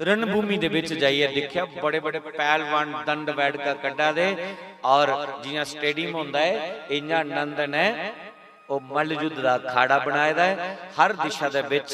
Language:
Dogri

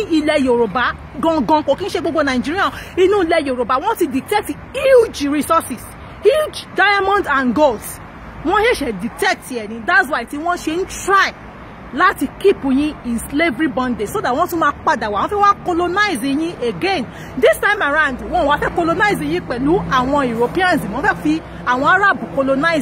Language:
Yoruba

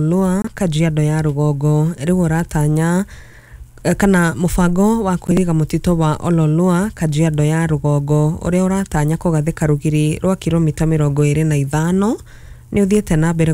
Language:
Kikuyu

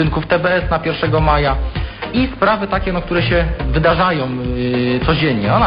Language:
Polish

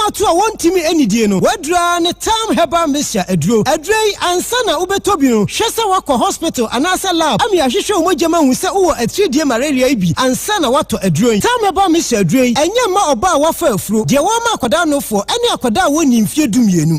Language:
Akan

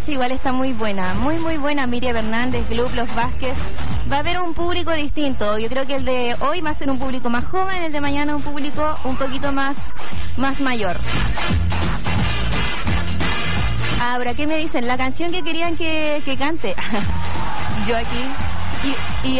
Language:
Spanish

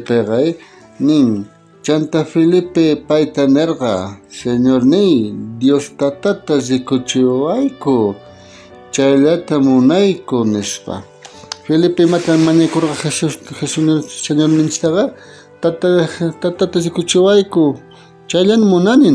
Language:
South Bolivian Quechua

